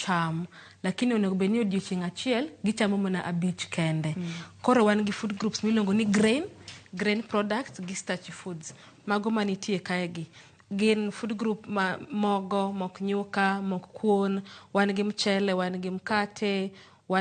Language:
Luo (Kenya and Tanzania)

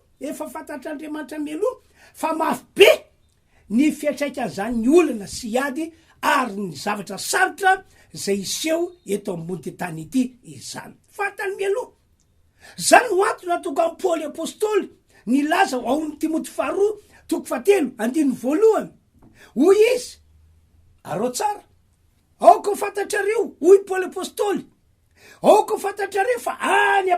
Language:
Malagasy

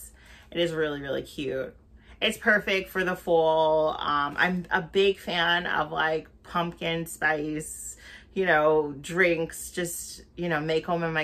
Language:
English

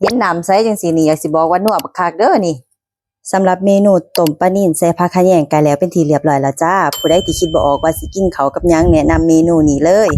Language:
Lao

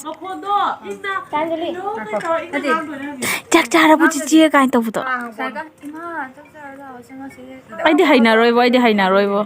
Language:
Manipuri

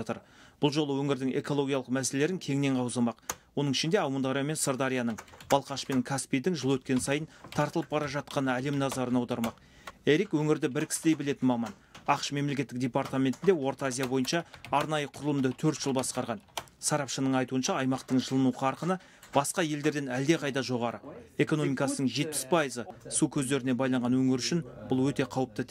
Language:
Kazakh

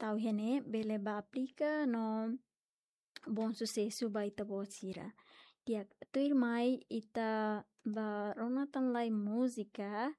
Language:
Tetum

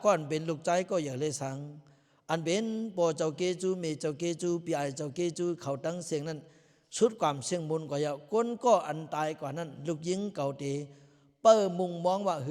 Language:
Lao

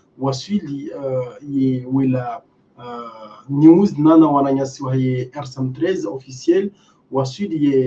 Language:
Ngazidja Comorian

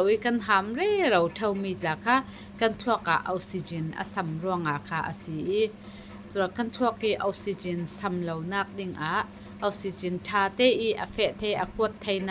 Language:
Falam Chin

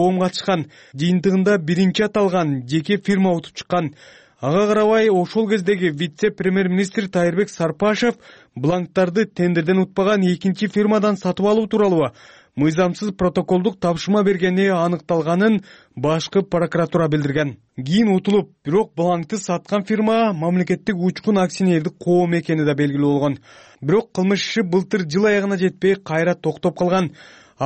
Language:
Kyrgyz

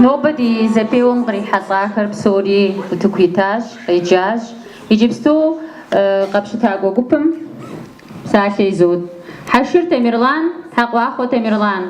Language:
Kabardian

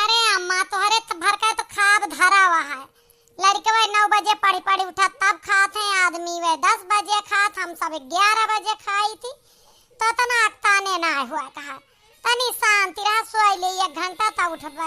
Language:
Awadhi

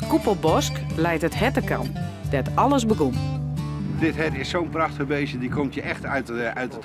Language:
Western Frisian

